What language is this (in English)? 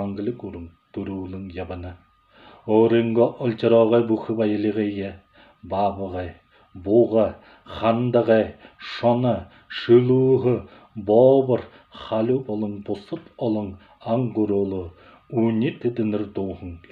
Buriat